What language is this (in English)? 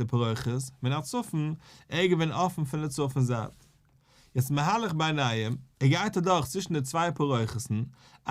Yiddish